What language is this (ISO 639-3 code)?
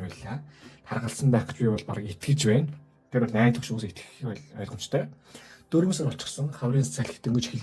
mon